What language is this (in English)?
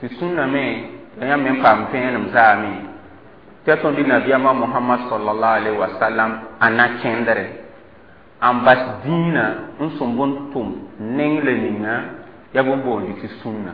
Mossi